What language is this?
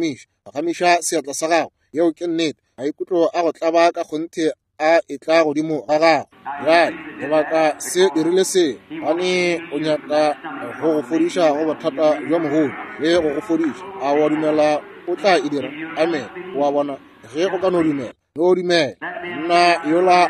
Northern Sotho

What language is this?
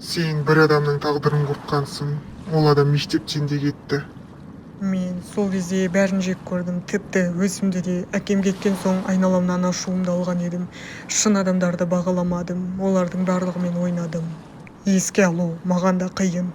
Kazakh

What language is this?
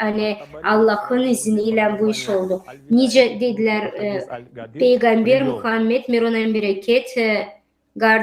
Gagauz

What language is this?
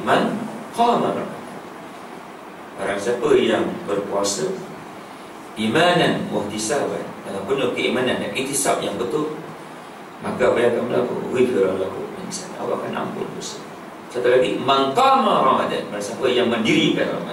Malay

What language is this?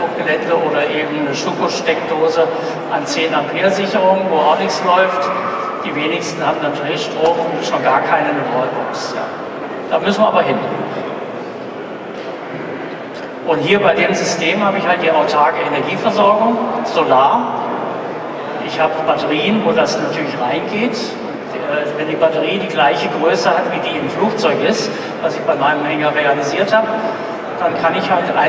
German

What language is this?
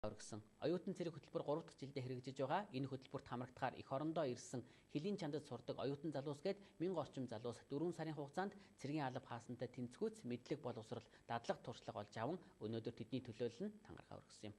Mongolian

